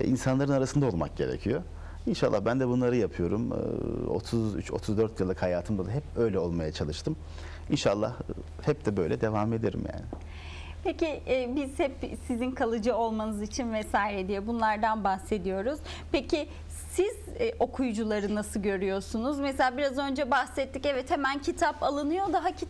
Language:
Turkish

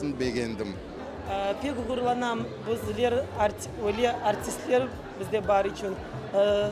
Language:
Crimean Tatar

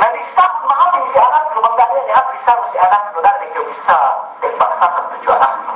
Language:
Yakan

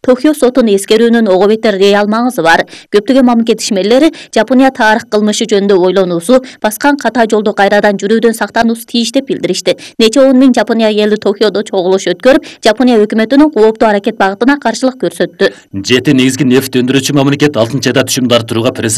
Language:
Kyrgyz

